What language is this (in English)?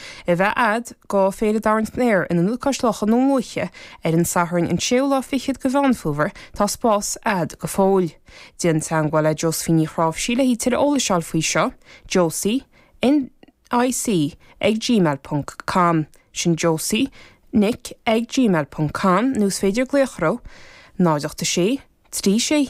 Irish